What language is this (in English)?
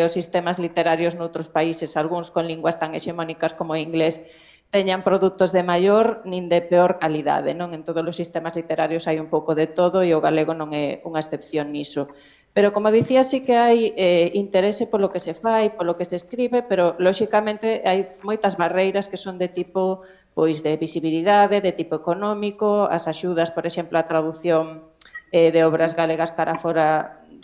Galician